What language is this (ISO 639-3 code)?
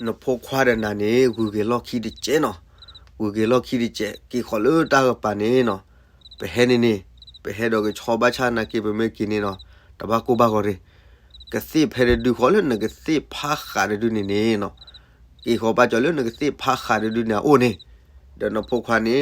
ksw